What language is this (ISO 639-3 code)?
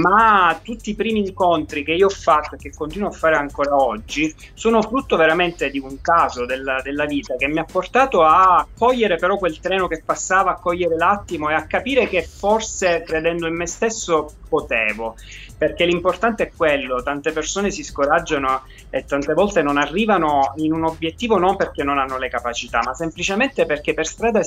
ita